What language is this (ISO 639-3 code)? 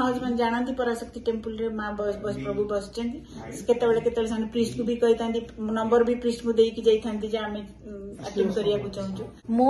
ori